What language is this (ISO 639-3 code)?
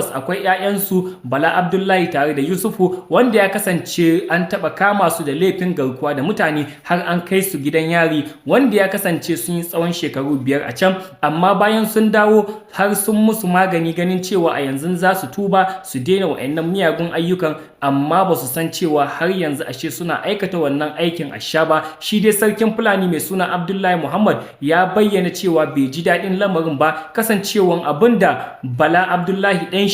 hau